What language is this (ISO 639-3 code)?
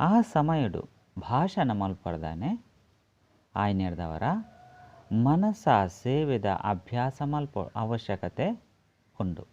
tcy